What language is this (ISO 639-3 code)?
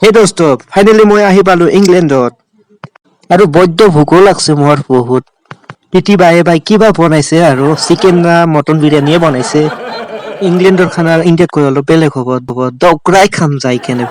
asm